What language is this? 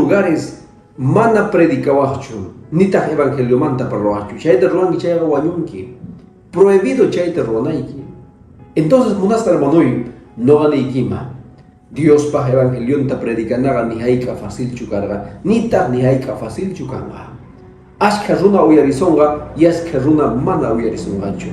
Quechua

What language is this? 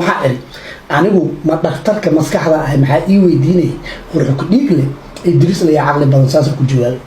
Somali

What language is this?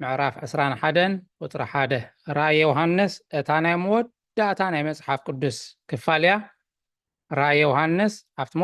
Tigrinya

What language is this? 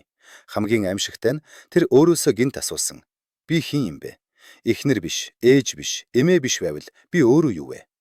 Mongolian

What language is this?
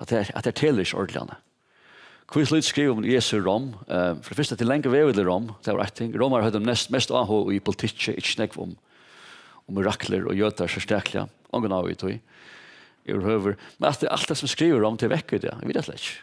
Faroese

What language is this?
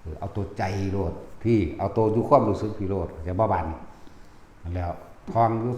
Northeastern Thai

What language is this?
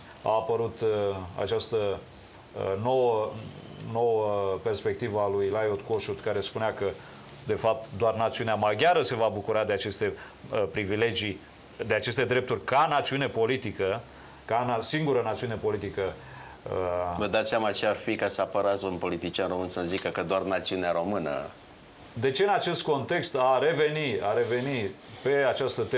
Romanian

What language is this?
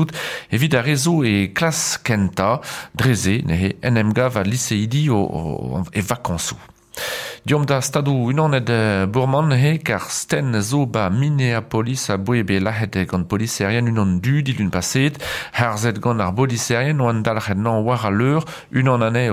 Breton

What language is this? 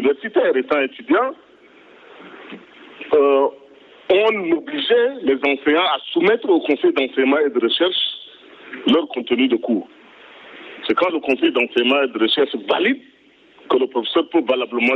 French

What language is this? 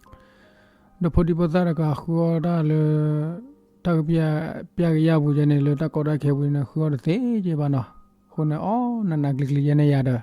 S'gaw Karen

